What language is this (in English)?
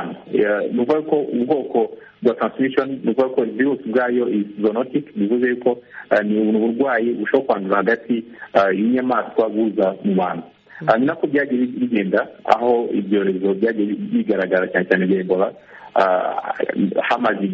Kinyarwanda